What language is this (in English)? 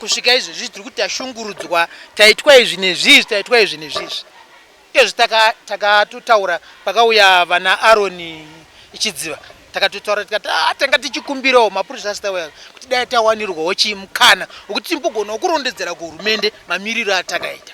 Shona